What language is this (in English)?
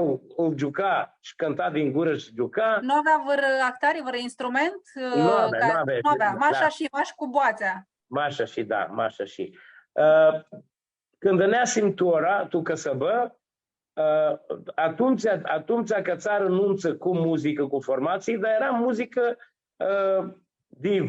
Aromanian